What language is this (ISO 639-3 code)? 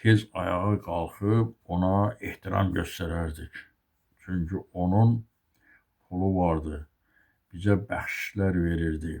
aze